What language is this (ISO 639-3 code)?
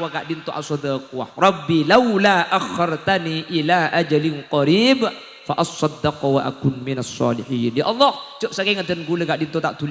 mad